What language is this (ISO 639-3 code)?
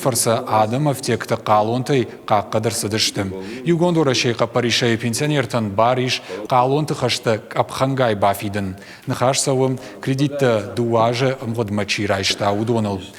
oss